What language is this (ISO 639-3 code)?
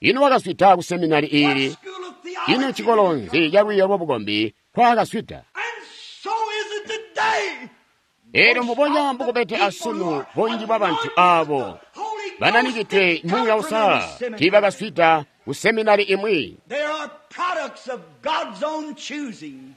toi